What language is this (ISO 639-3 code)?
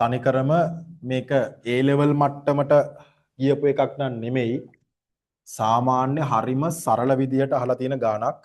sin